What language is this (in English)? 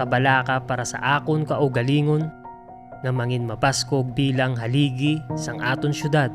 Hiligaynon